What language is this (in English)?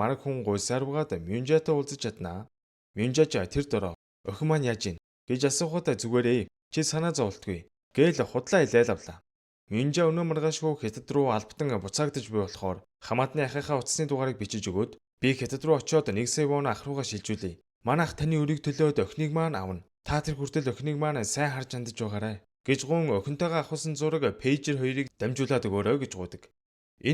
Mongolian